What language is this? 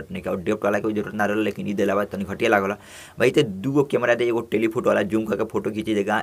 Bhojpuri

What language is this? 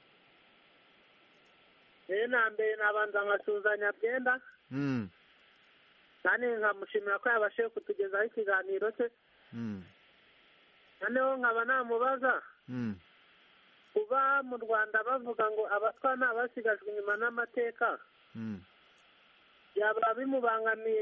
Kinyarwanda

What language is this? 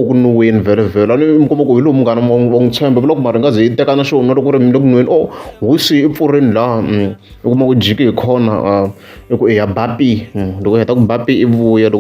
Tsonga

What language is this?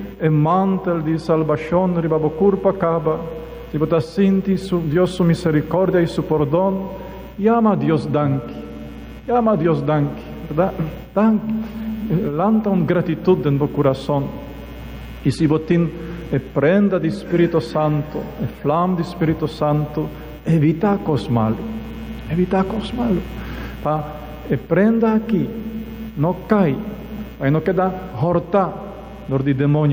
Papiamento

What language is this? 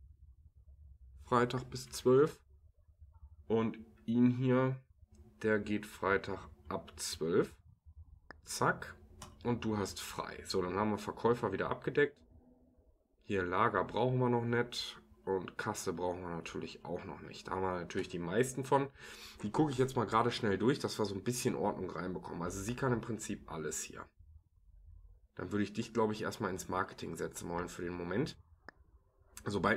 German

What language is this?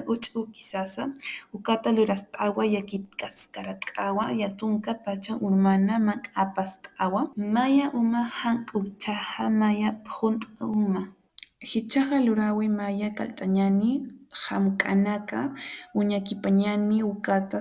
Aymara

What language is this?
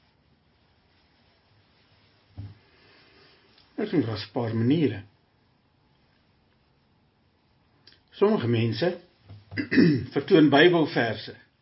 Afrikaans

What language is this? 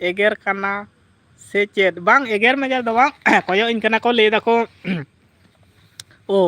Santali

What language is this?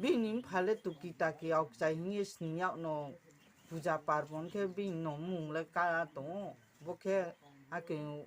Riang (India)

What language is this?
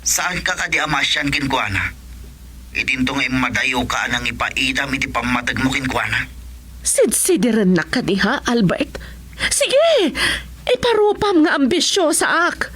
Iloko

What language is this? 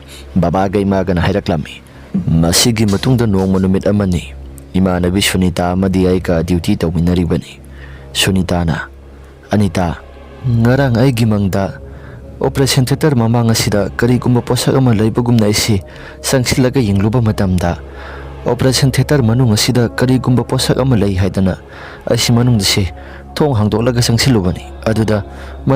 Manipuri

